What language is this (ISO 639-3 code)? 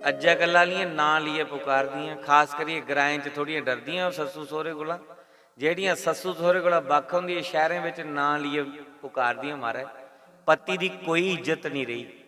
doi